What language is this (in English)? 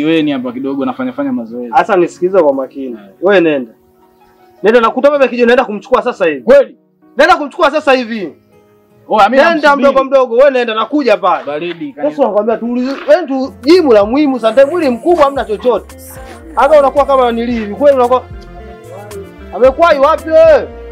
Swahili